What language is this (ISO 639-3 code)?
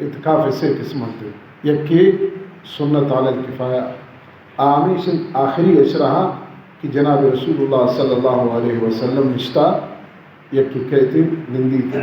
bal